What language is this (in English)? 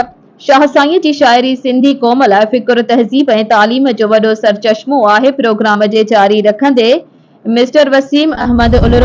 Sindhi